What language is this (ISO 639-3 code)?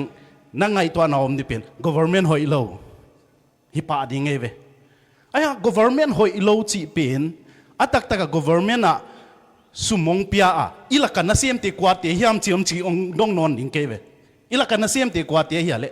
ctd